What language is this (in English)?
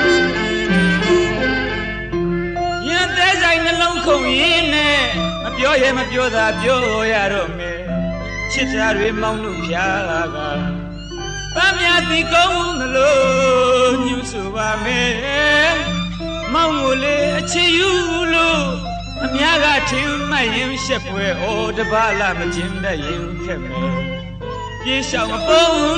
Burmese